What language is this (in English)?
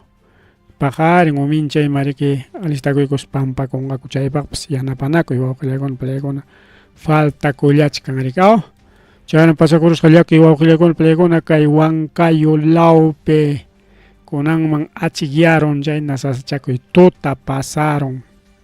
Ayacucho Quechua